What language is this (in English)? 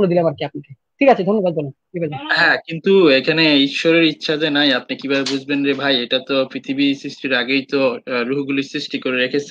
Bangla